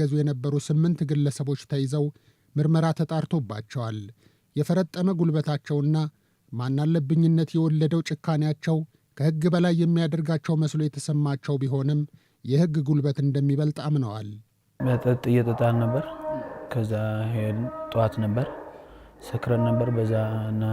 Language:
Amharic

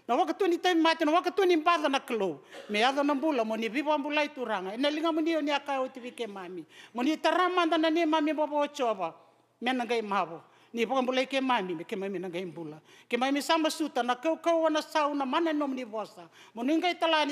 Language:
Fijian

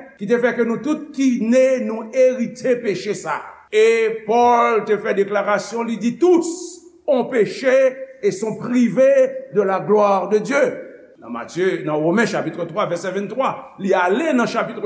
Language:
Haitian Creole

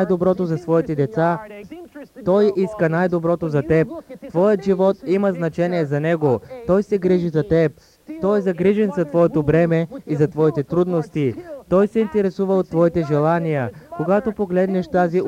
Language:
Bulgarian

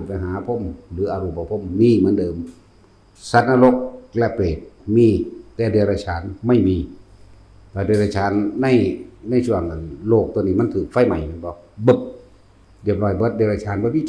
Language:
Northeastern Thai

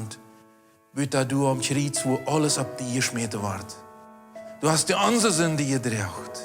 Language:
Plautdietsch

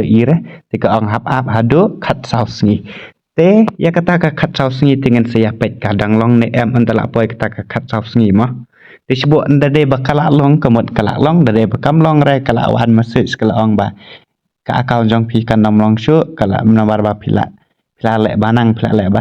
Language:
Khasi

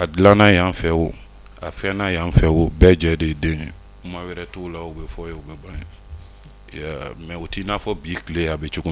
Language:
Bambara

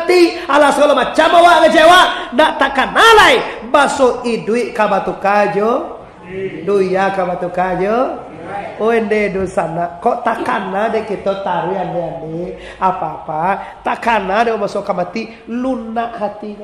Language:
Minangkabau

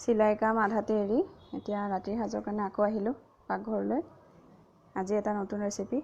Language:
Assamese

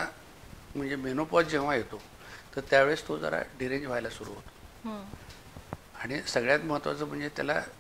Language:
Marathi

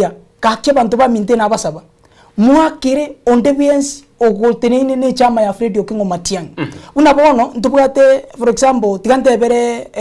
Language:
Gusii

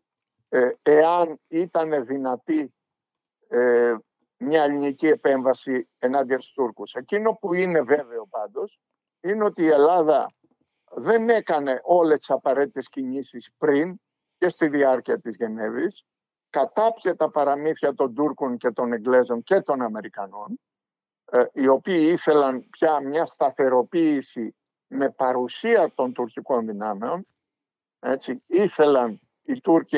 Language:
Greek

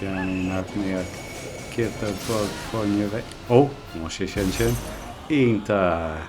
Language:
Irish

